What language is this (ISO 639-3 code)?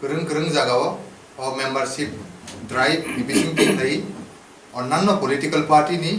trp